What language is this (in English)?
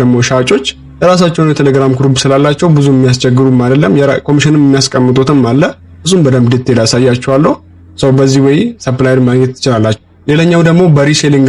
Amharic